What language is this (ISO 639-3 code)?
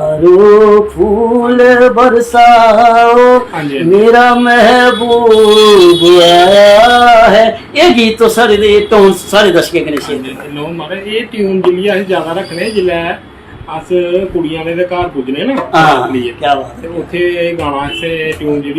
doi